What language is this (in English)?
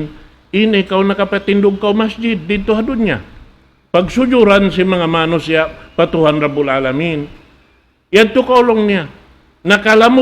Tausug